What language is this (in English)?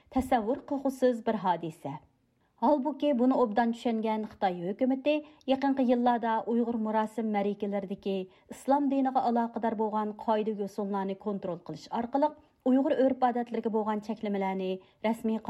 Uyghur